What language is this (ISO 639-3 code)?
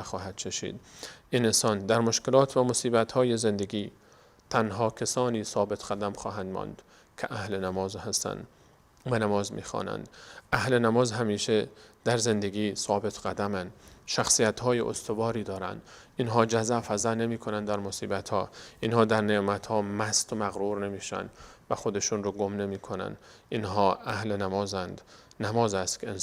fas